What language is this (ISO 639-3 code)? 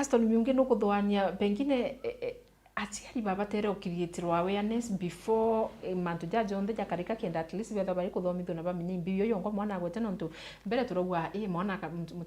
mer